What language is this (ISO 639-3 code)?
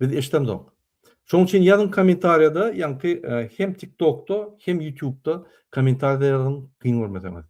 tuk